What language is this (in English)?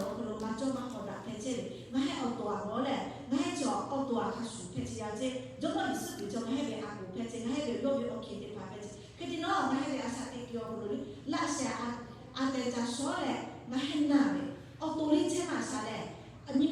Lahu